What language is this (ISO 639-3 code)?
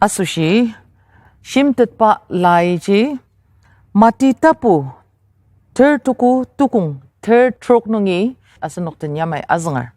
njo